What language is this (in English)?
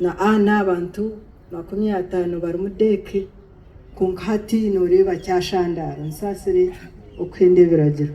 Nyankole